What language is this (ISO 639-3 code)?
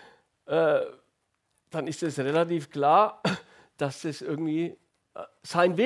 deu